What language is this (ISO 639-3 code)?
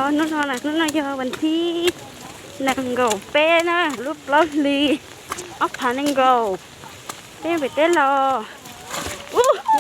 hmn